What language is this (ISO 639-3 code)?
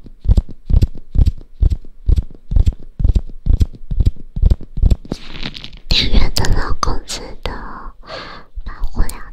zho